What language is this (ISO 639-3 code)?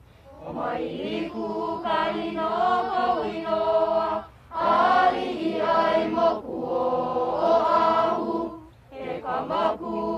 haw